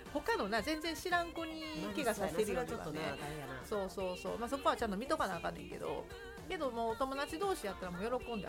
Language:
Japanese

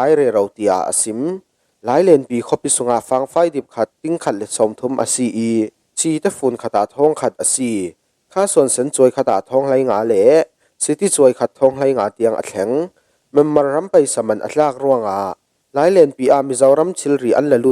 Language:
Falam Chin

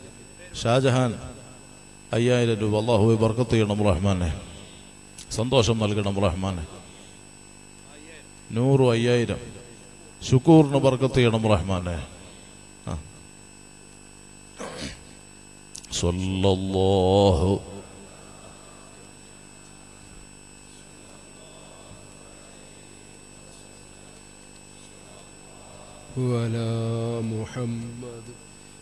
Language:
Malayalam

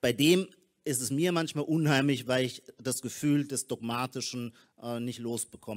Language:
German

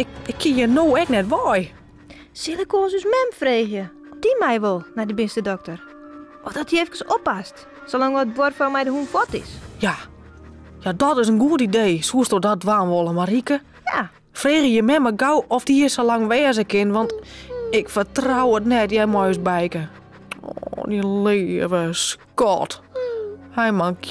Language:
Western Frisian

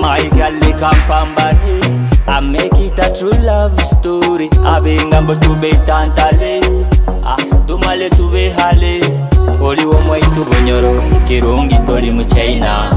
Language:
Nyoro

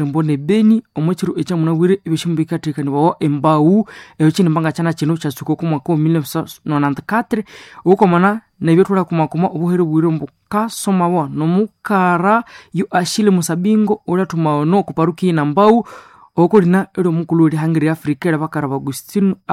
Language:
Nande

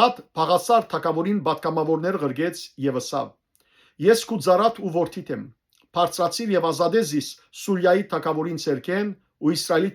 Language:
Western Armenian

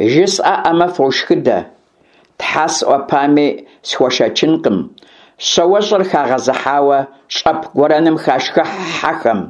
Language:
Kabardian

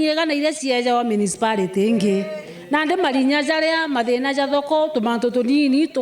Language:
Meru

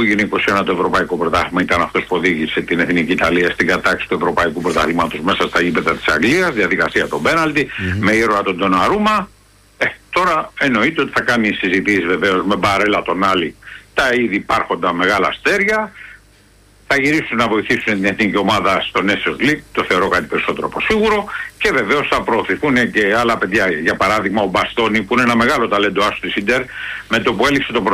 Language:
Greek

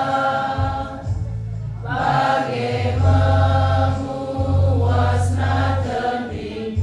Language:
Batak Karo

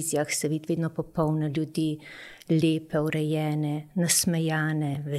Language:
Slovenian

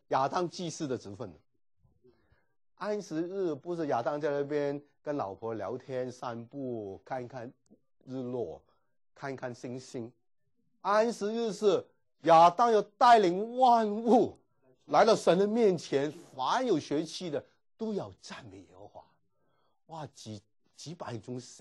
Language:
Chinese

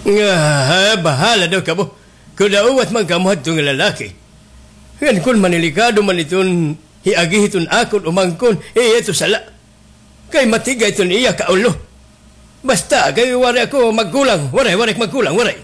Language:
Waray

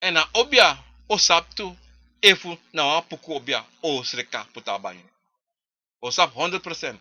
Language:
Sranan Tongo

